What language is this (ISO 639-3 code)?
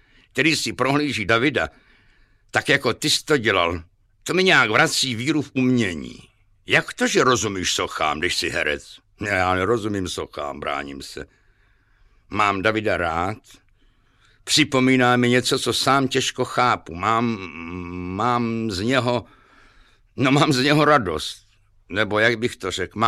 ces